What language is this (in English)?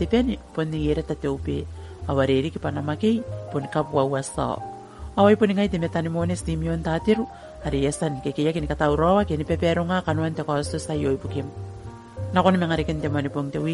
Gilbertese